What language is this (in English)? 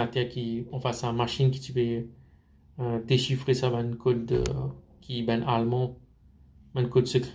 Morisyen